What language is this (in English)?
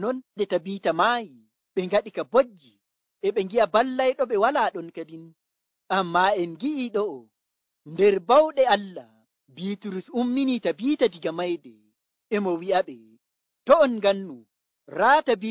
Nigerian Fulfulde